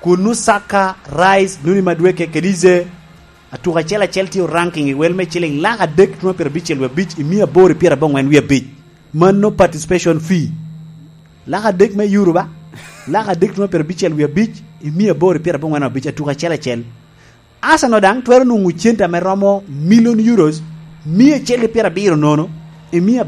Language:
Lango (Uganda)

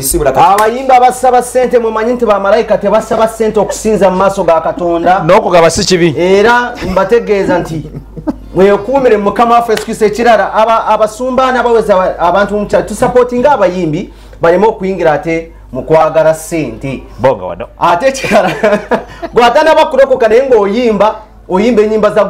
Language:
Ganda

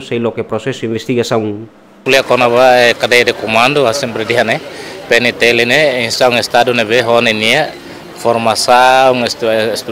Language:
Tetum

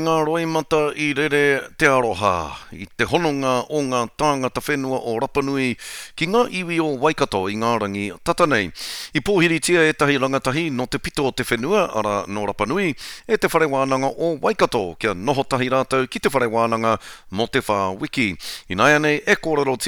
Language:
Māori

